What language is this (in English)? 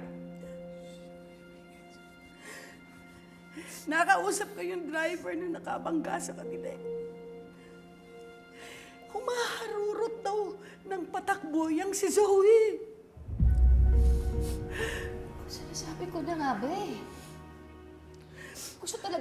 Filipino